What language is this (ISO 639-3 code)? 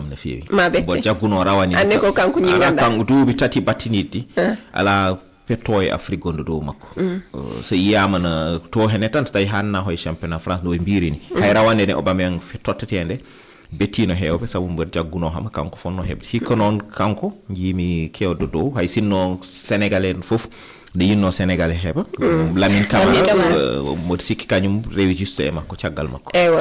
ful